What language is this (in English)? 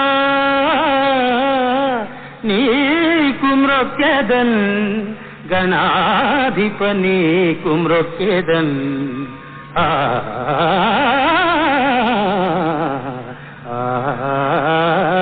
Telugu